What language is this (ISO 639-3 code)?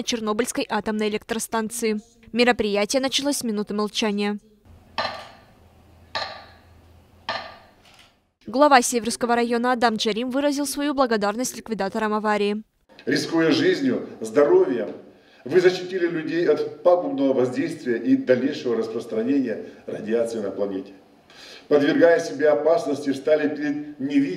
rus